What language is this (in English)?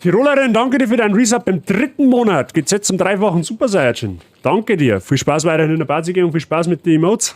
Bavarian